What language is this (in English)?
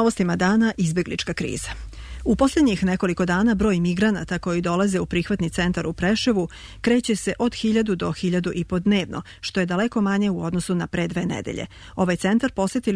Serbian